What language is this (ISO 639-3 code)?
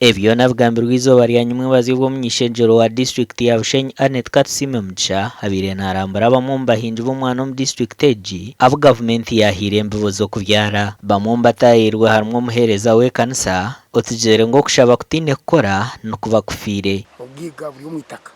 nyn